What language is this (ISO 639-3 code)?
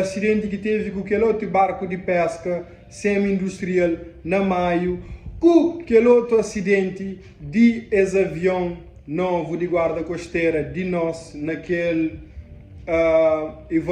kea